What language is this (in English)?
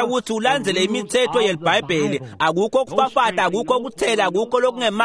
Swati